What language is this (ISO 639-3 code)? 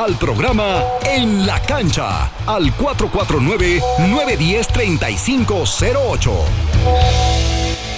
spa